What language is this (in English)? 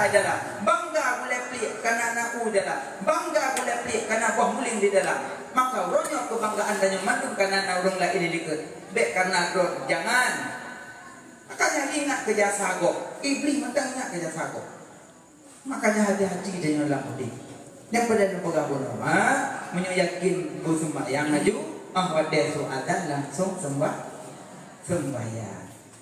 Achinese